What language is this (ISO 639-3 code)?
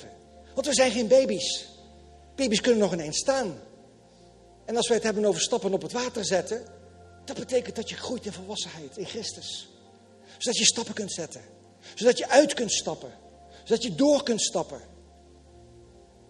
nld